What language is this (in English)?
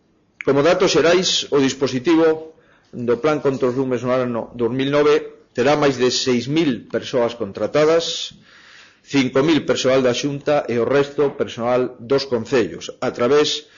Galician